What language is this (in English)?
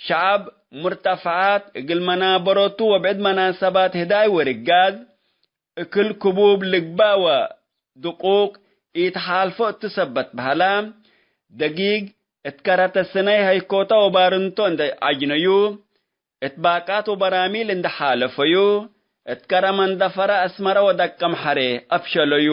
Tigre